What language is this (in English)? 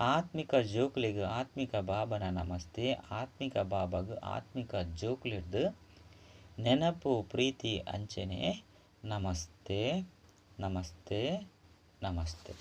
Tulu